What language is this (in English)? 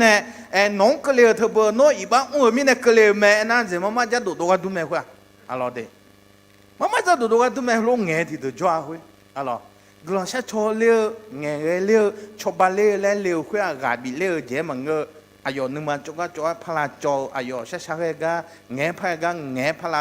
Akha